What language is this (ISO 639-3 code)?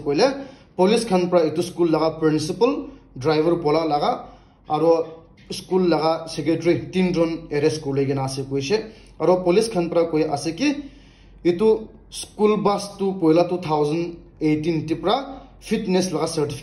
nag